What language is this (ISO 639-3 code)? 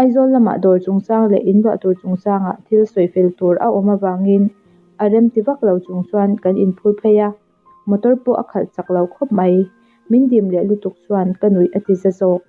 lus